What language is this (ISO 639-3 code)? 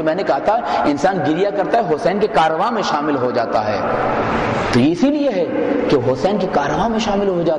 urd